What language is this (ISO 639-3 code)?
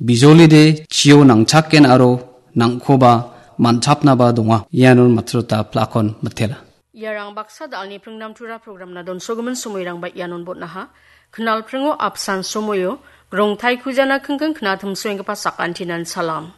grt